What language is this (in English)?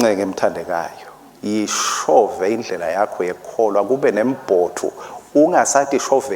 Swati